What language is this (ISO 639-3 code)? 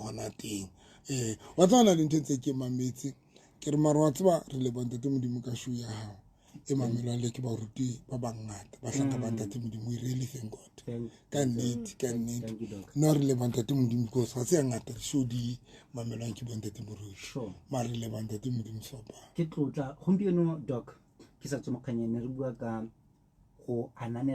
sot